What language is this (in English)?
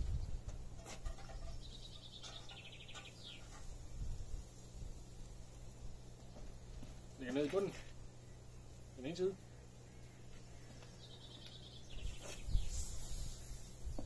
Danish